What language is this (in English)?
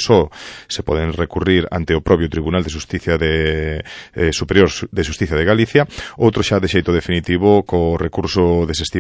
Galician